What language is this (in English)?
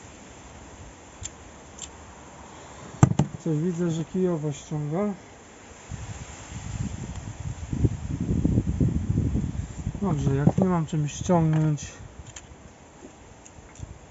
Polish